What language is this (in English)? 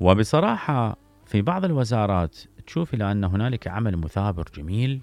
Mesopotamian Arabic